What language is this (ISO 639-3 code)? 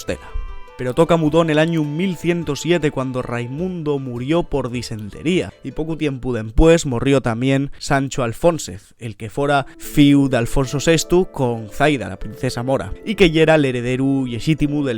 ast